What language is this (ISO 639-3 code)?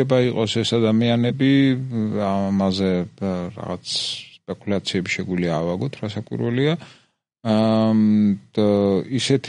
kat